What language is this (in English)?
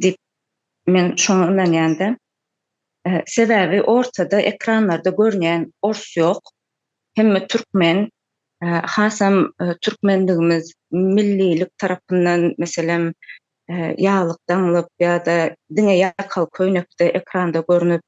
Turkmen